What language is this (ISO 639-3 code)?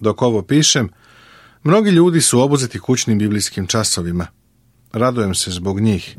srp